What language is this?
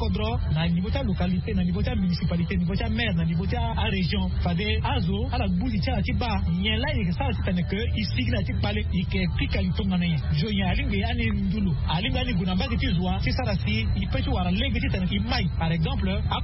Sango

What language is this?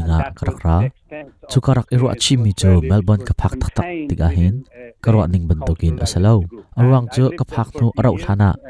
Hakha Chin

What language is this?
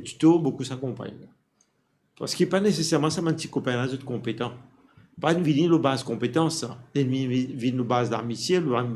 Morisyen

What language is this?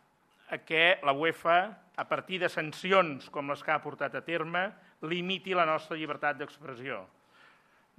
Catalan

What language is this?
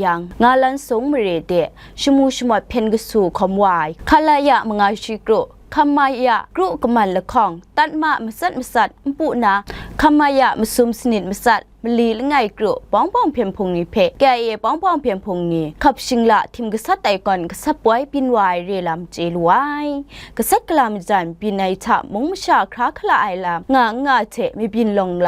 Kachin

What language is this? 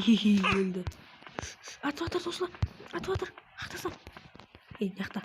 Kara-Kalpak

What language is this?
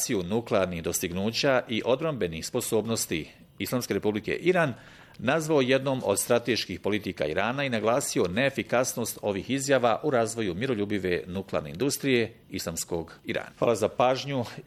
Bosnian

